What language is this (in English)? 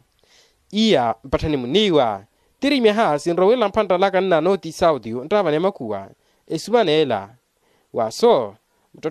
Makhuwa